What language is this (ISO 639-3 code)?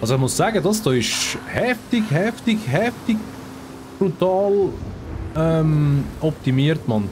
gsw